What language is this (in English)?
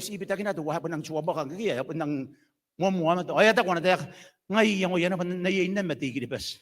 Gilbertese